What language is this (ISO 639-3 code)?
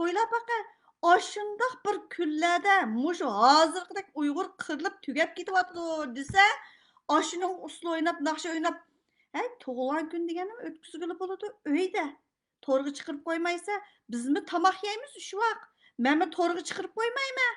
uig